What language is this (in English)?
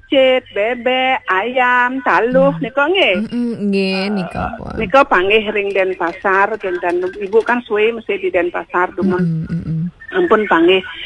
Balinese